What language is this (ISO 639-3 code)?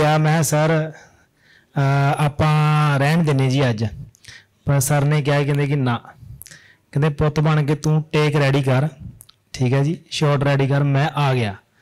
pan